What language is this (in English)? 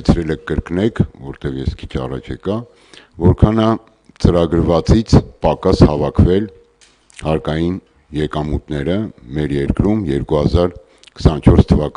Armenian